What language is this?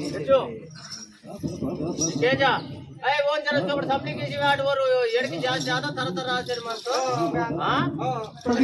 Aheri Gondi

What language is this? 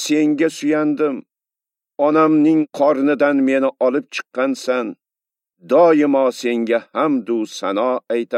Uzbek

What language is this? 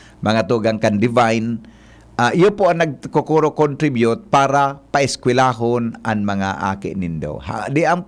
Bikol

